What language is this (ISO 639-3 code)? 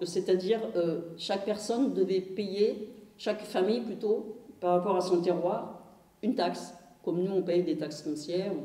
fra